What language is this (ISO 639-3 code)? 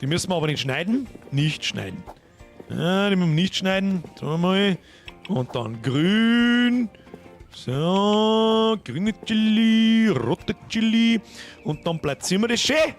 bar